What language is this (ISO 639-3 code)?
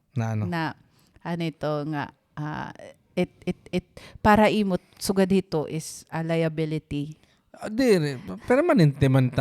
war